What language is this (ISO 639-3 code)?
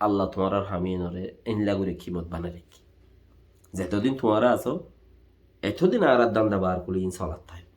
rhg